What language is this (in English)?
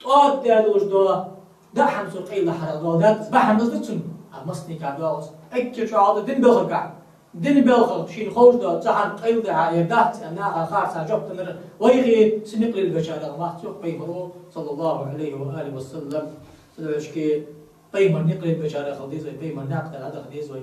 Ingush